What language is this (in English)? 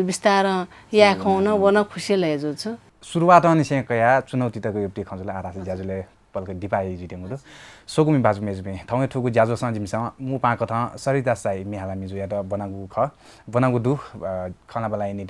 Newari